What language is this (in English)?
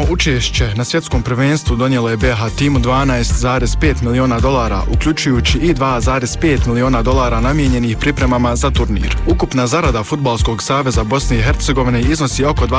Bosnian